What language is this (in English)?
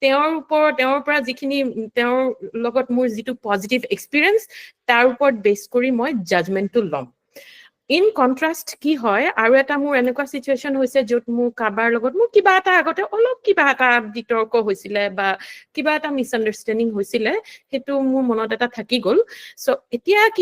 Assamese